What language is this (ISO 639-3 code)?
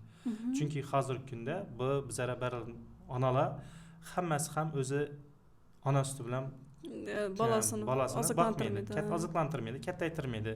uzb